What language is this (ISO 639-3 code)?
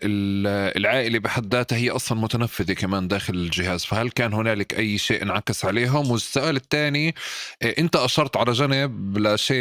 apc